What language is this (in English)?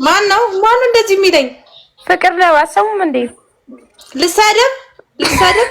Amharic